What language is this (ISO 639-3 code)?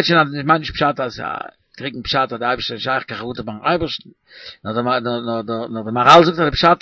yid